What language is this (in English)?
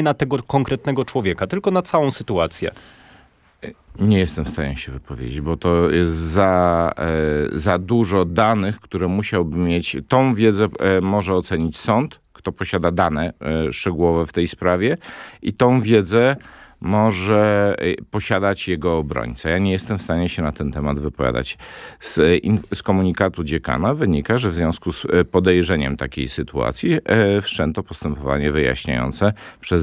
Polish